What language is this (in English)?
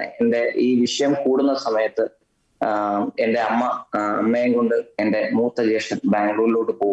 Malayalam